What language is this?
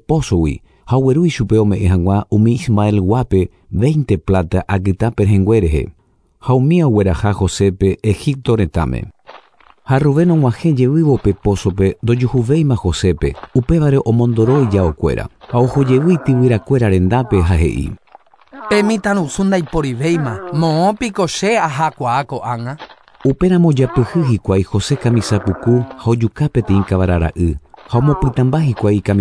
Guarani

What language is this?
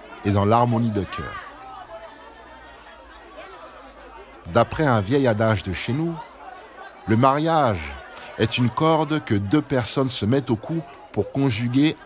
French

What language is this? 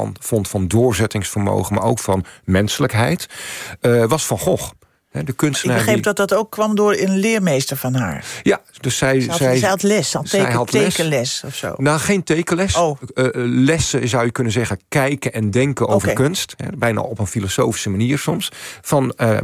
Dutch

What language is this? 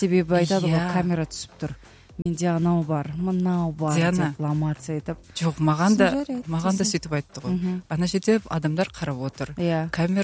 Kazakh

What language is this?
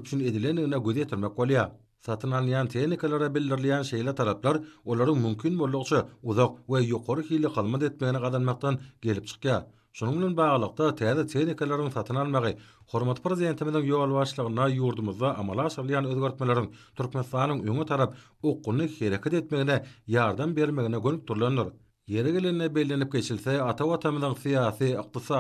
Turkmen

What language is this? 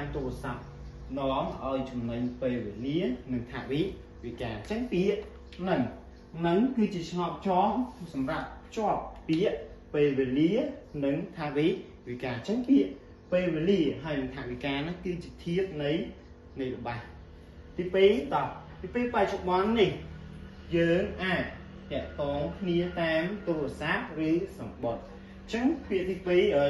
Khmer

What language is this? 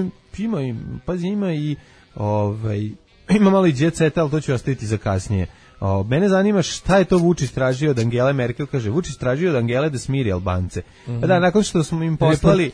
Serbian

